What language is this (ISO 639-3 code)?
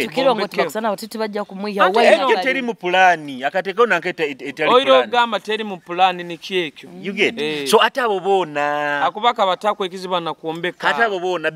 nyo